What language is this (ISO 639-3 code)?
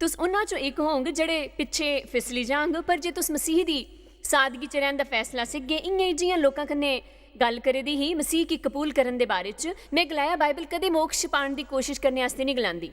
doi